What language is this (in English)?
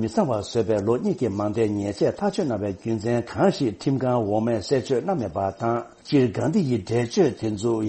Tibetan